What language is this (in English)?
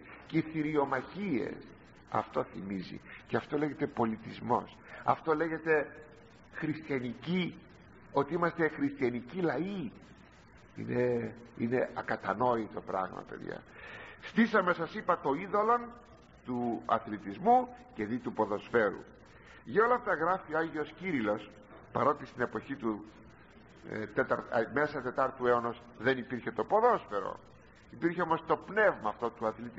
Greek